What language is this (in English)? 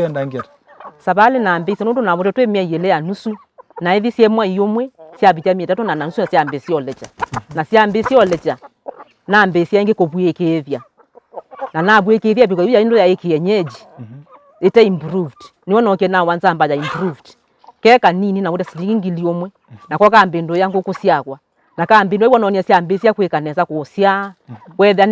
Kamba